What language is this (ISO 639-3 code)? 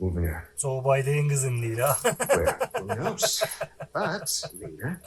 azb